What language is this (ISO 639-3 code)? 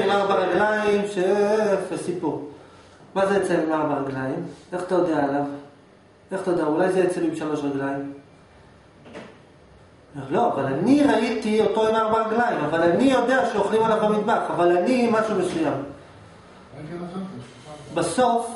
heb